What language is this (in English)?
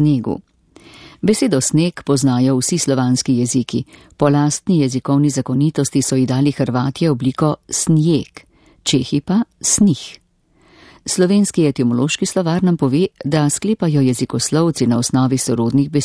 Slovenian